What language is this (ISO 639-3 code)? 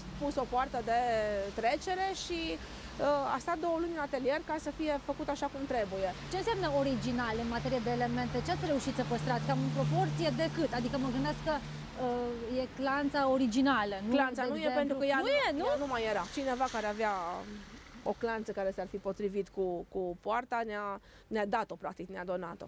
ron